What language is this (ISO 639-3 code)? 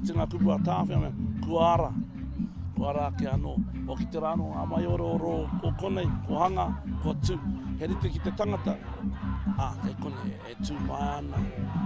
mri